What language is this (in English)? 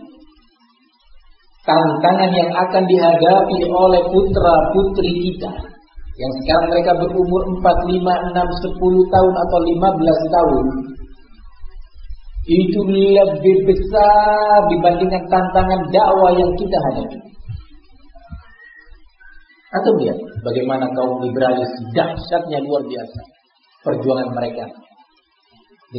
Indonesian